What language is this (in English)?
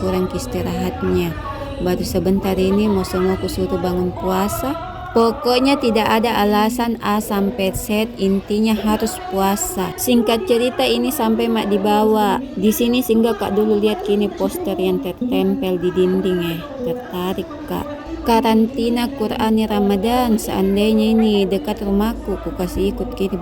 Makassar Malay